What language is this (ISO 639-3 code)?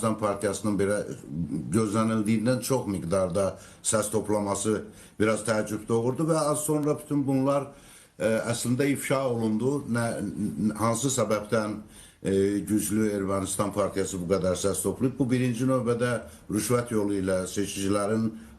aze